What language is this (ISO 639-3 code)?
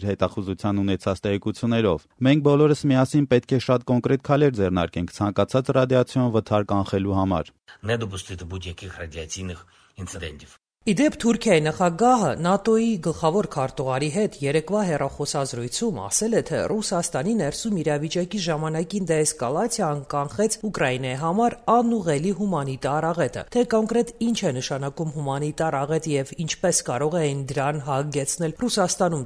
hye